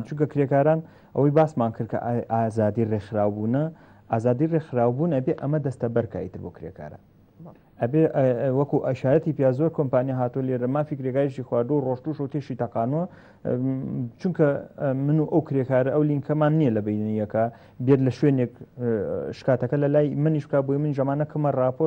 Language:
Central Kurdish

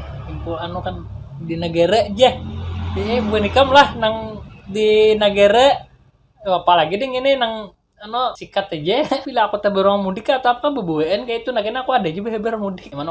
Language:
Banjar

